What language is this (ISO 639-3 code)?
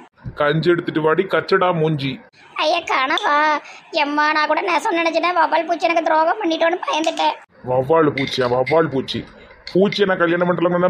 tam